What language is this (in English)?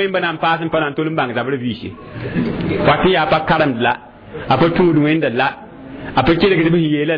Mossi